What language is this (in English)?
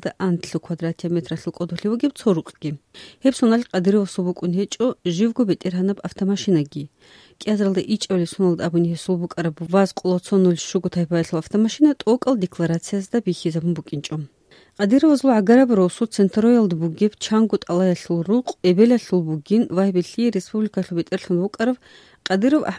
Avaric